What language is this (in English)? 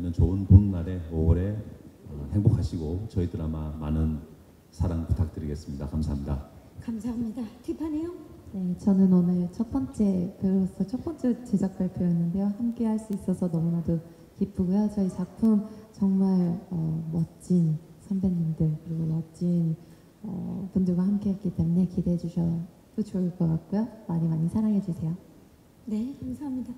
Korean